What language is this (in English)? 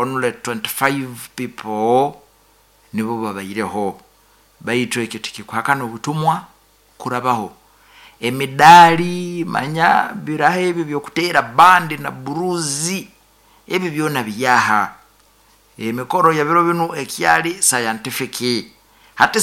Nyoro